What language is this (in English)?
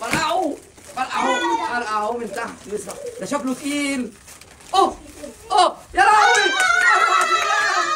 Egyptian Arabic